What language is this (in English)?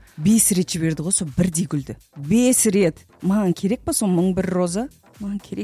Kazakh